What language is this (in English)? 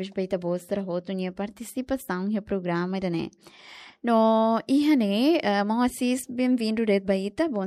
Tetum